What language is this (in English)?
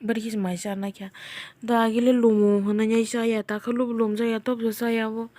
Kok Borok